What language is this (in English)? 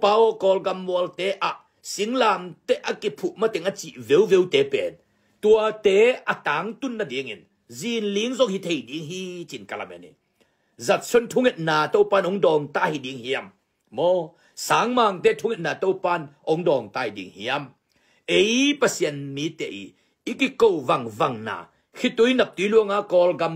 Tedim Chin